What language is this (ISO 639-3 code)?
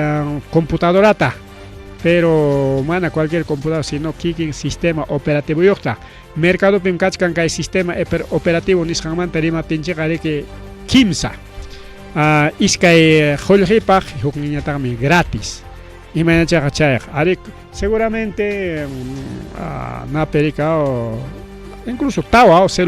quy